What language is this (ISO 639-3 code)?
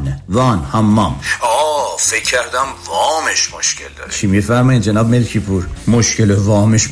fas